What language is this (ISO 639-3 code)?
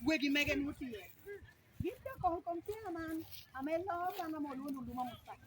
laj